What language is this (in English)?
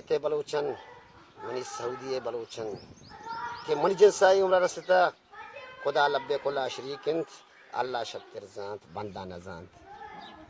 Baluchi